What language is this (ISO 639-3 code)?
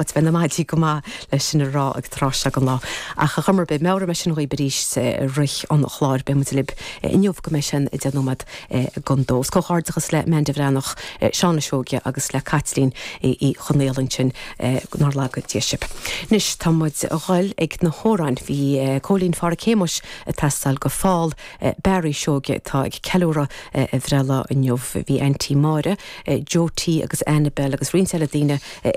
gle